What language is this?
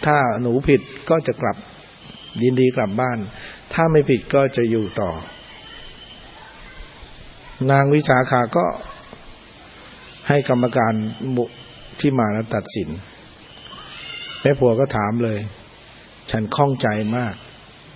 Thai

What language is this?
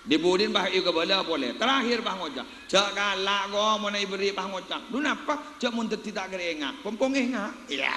Madurese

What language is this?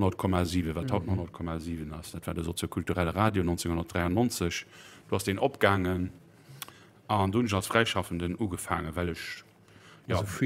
Luxembourgish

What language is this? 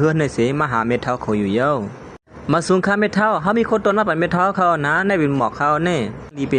Shan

